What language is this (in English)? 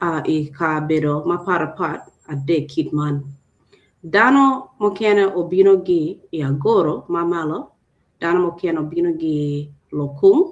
Acoli